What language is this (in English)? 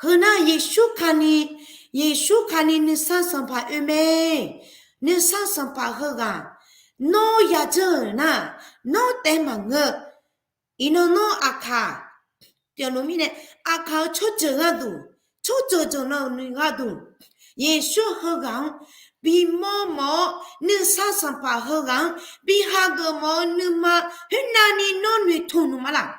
Akha